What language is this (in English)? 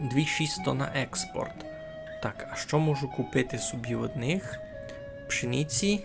Rusyn